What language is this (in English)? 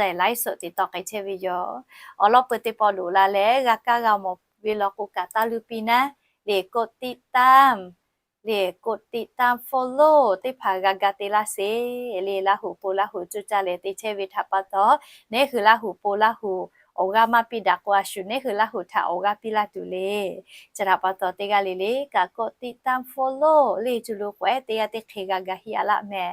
Lahu